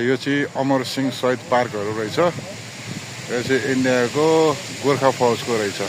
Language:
Nepali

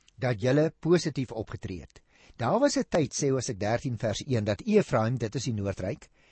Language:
Afrikaans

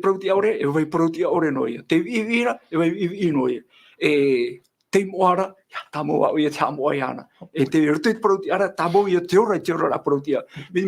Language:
Tahitian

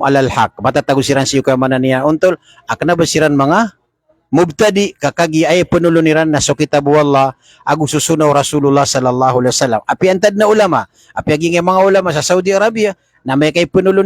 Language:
Maranao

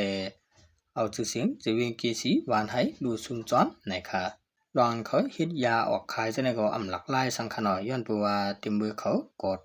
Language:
Shan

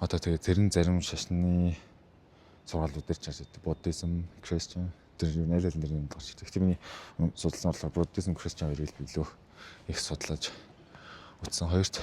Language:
Mongolian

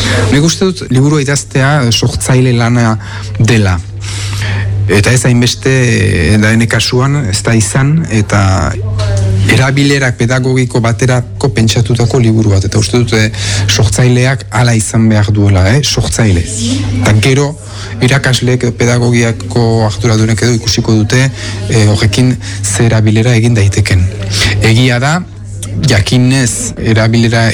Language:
Basque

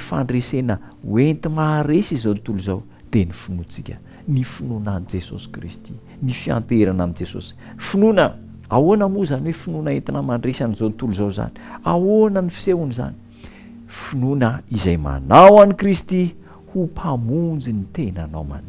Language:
Malagasy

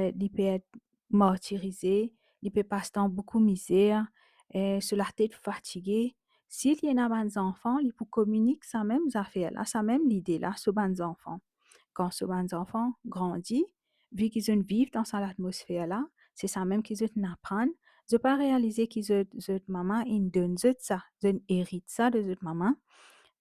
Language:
Morisyen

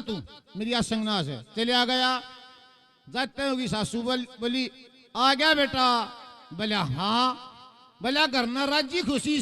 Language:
Haryanvi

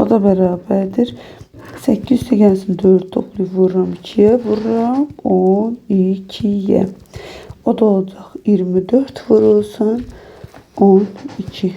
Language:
Azerbaijani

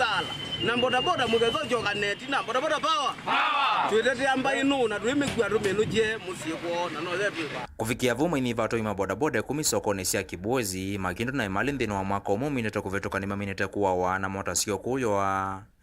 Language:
Kamba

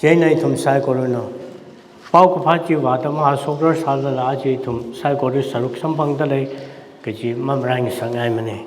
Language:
Tangkhul Naga (India)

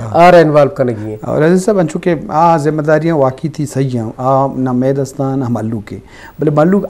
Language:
Eastern Balochi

